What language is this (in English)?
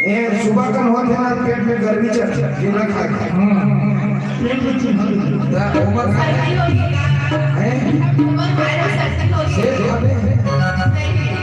Chhattisgarhi